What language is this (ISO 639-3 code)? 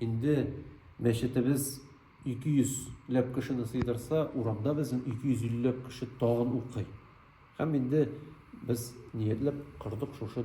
tat